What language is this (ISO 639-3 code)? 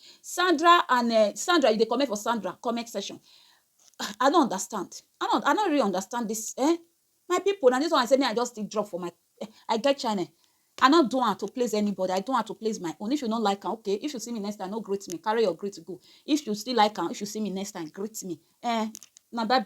pcm